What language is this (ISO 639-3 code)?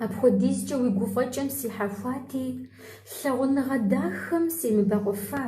kbd